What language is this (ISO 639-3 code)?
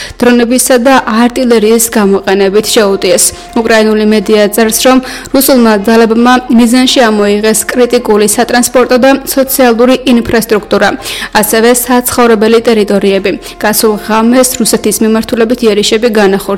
kat